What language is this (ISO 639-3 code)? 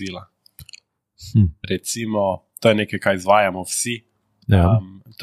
slv